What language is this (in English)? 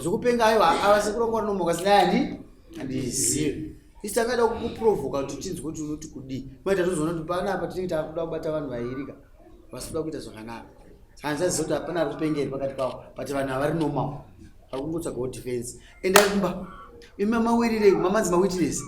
Shona